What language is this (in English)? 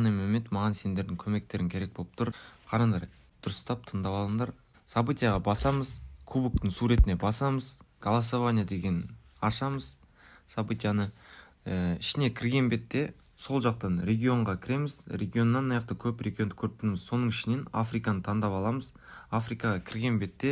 Kara-Kalpak